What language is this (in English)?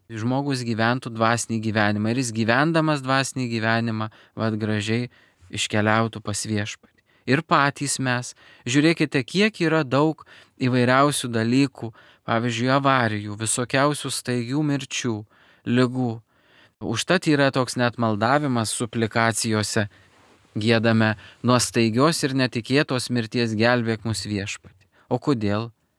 Lithuanian